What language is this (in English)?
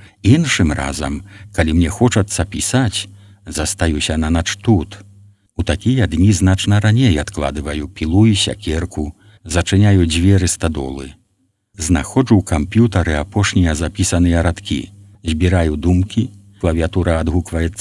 Belarusian